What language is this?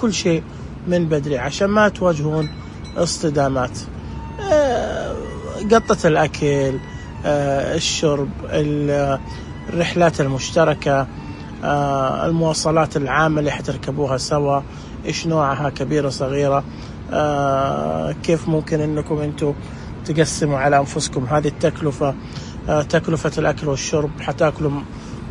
Najdi Arabic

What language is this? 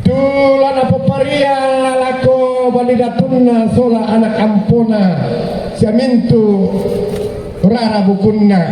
Toraja-Sa'dan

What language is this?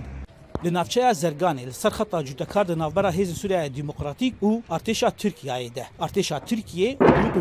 Kurdish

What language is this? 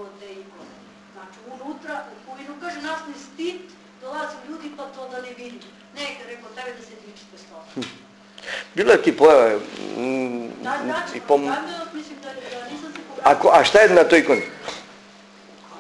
Serbian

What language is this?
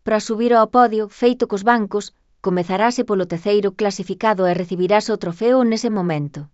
Galician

